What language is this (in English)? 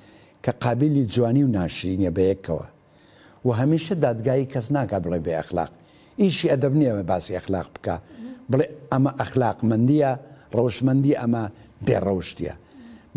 Central Kurdish